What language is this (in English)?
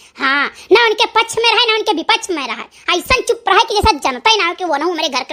Awadhi